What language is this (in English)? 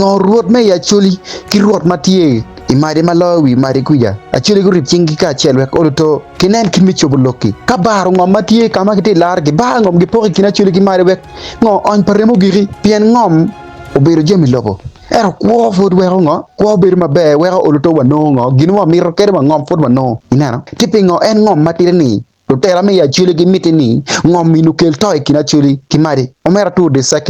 Acoli